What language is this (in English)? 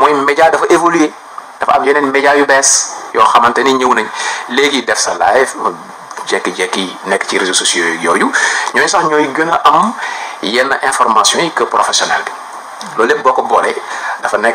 Wolof